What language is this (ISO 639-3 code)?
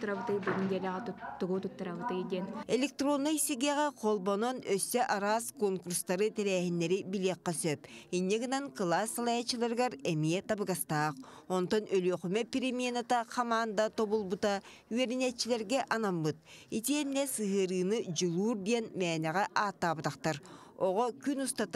sah